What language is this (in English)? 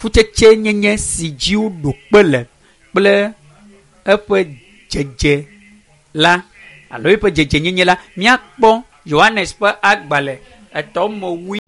Ewe